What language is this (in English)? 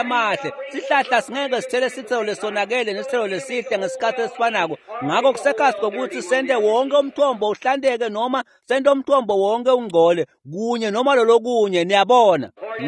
Swati